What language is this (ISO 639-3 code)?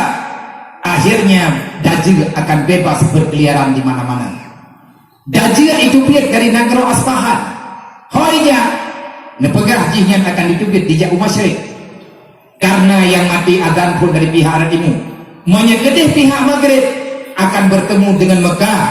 ace